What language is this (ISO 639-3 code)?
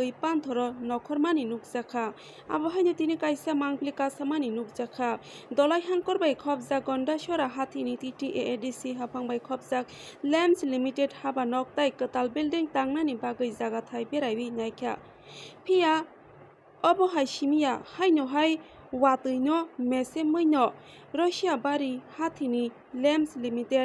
trp